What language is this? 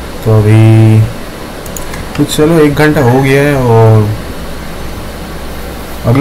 Hindi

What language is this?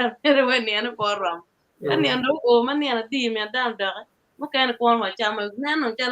Acoli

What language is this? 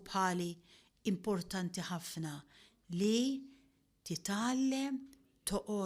Maltese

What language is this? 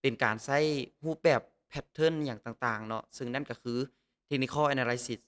Lao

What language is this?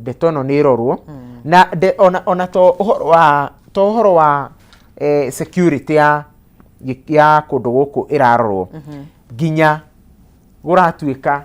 Kikuyu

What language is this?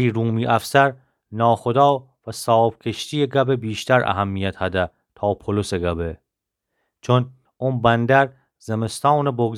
Gilaki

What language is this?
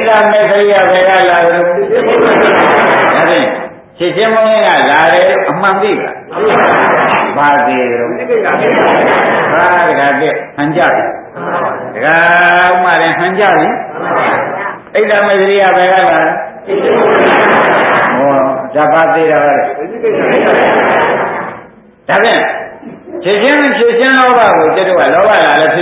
Burmese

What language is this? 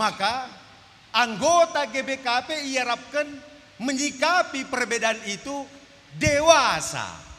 Batak Karo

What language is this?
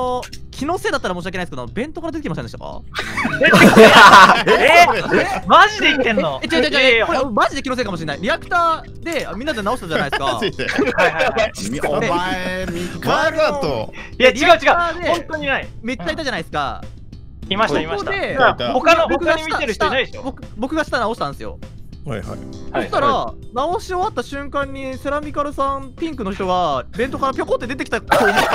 Japanese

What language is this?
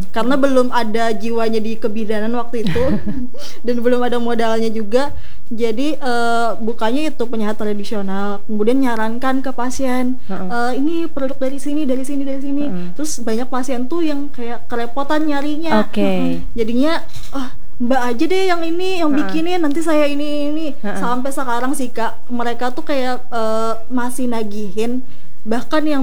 Indonesian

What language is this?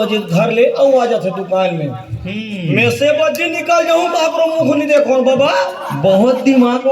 Chhattisgarhi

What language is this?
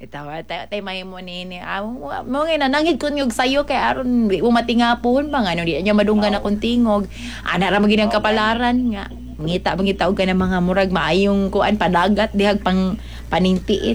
Cebuano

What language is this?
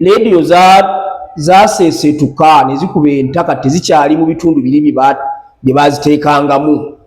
Ganda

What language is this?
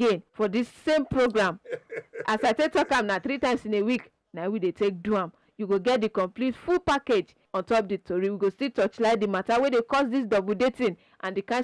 Nigerian Pidgin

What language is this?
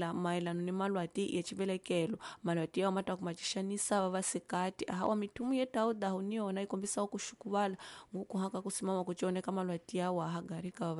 Tsonga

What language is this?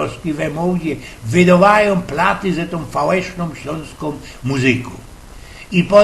Silesian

